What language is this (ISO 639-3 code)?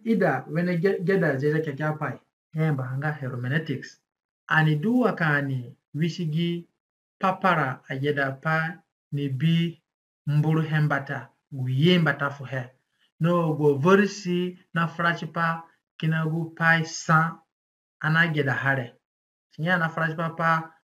zne